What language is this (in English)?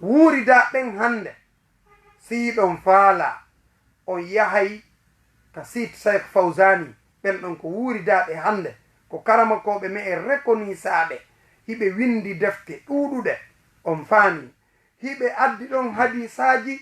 Fula